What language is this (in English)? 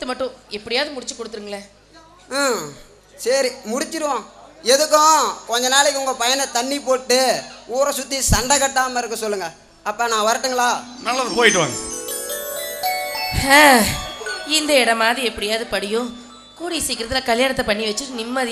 Tamil